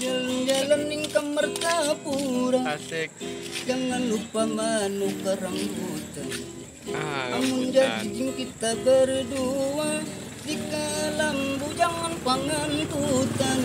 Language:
Banjar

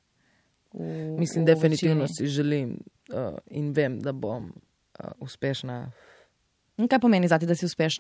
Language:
Slovenian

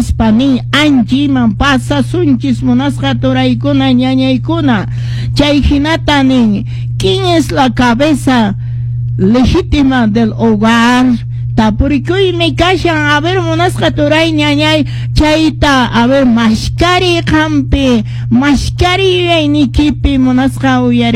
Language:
Quechua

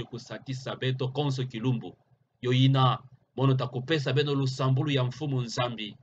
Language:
Kituba (Democratic Republic of Congo)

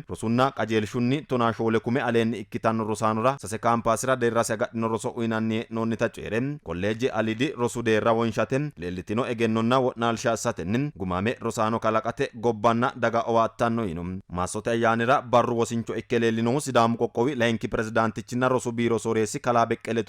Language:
Sidamo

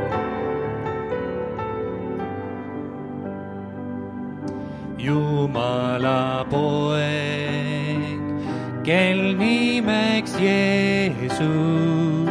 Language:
Estonian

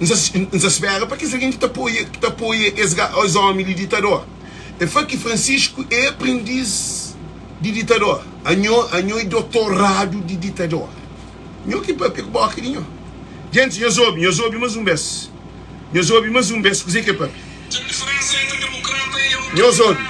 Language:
Kabuverdianu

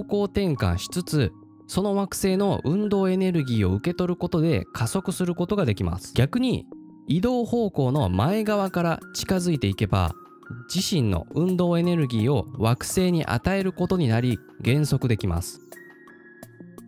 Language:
Japanese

